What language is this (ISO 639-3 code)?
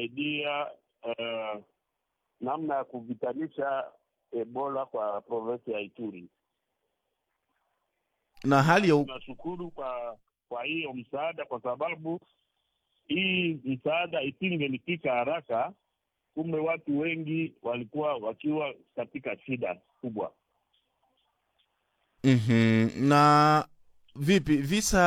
swa